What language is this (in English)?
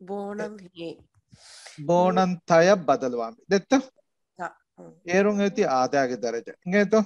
Divehi